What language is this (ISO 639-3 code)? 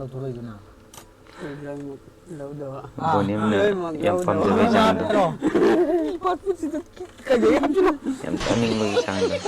mni